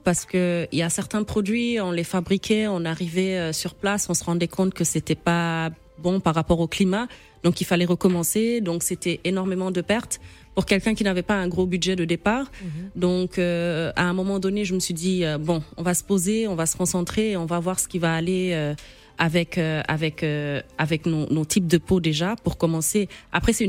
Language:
French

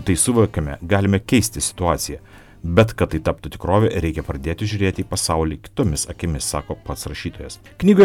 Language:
Lithuanian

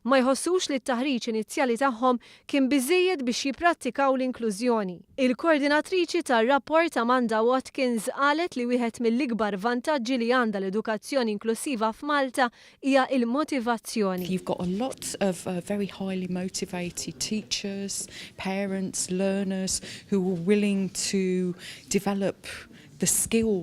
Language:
Maltese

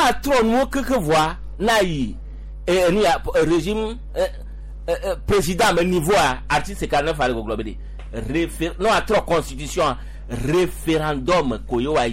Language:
Gen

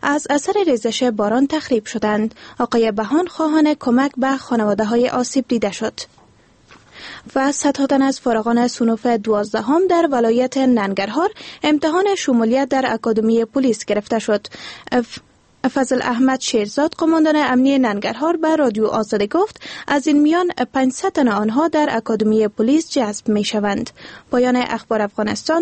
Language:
Persian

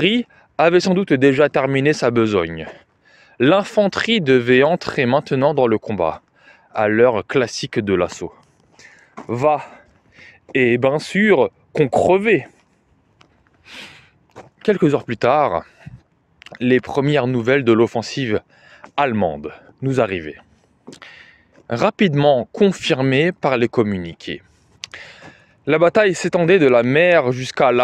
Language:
French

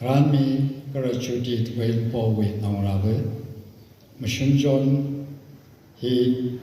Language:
Tangkhul Naga (India)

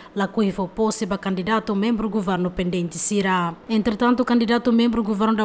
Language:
Tetum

